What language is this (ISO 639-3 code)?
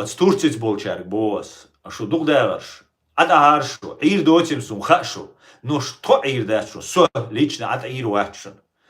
che